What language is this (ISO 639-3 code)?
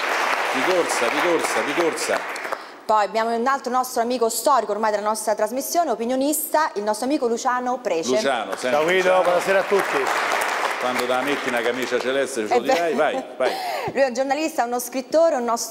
ita